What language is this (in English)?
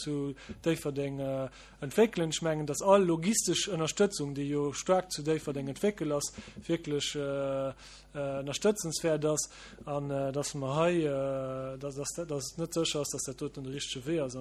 Luxembourgish